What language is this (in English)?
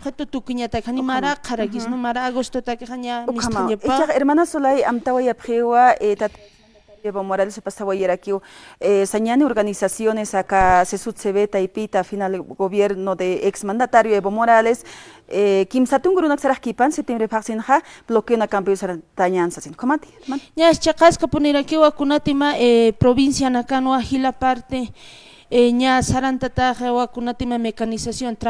Aymara